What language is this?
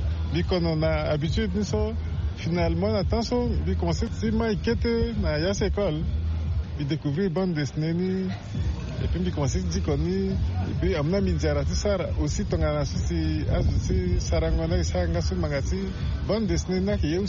Sango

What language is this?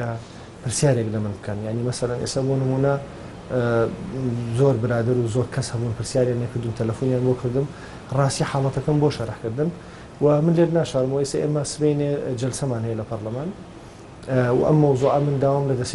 Central Kurdish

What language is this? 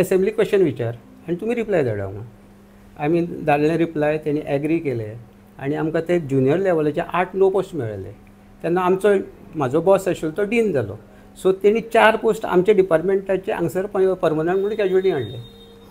Konkani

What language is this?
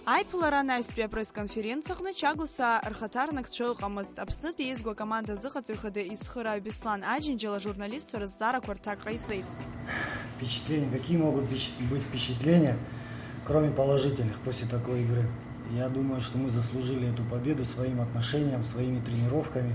Abkhazian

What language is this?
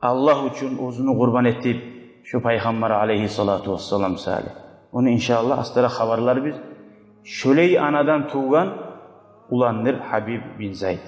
Kumyk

